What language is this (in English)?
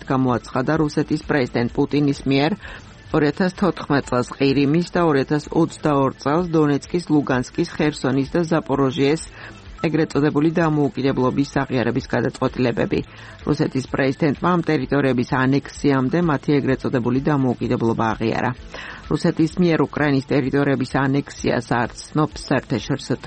Georgian